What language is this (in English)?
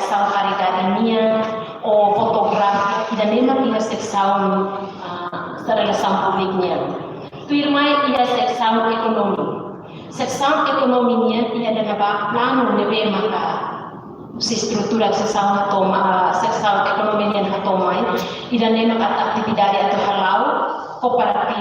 Tetum